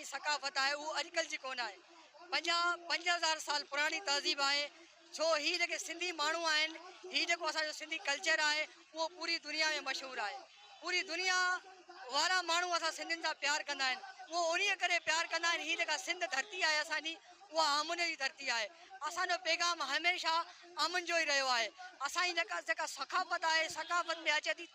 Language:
Sindhi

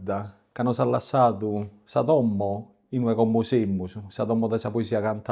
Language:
Sardinian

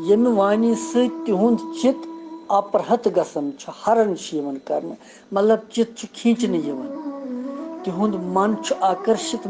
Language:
Kashmiri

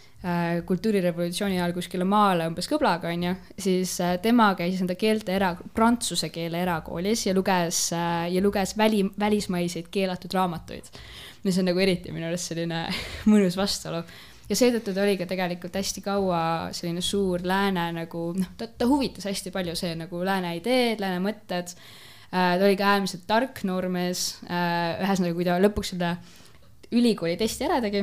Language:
Estonian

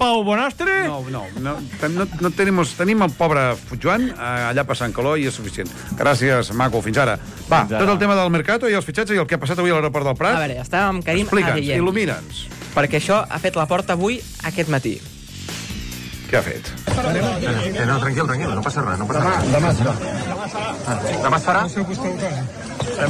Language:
Catalan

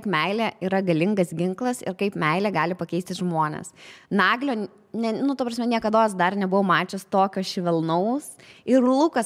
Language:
Lithuanian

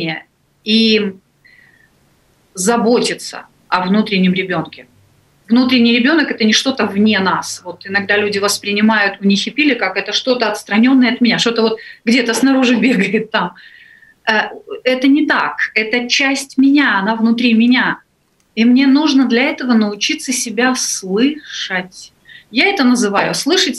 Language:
Russian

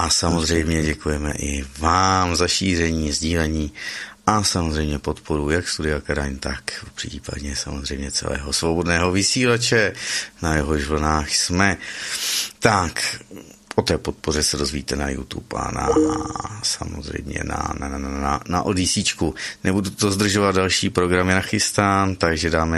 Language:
Czech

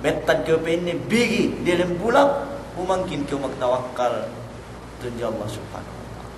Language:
Yakan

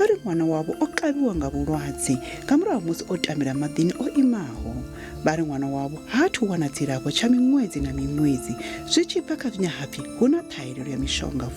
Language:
Venda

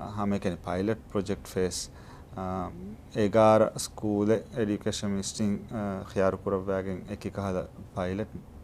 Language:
Divehi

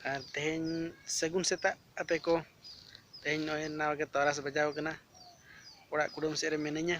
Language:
Santali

